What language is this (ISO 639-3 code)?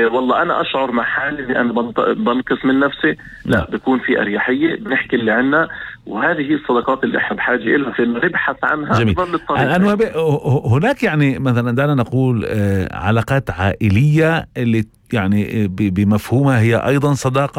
apc